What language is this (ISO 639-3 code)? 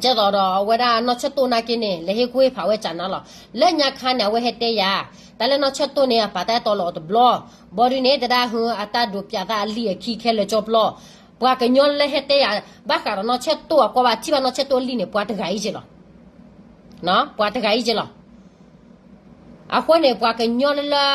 ksw